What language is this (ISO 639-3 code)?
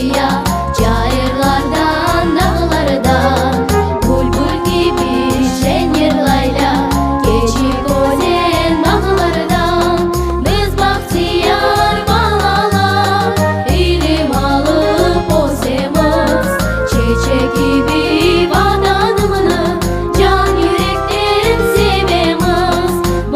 crh